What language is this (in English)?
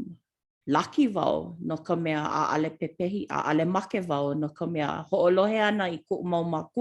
Hawaiian